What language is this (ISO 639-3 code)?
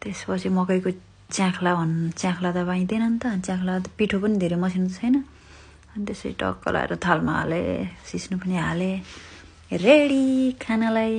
nep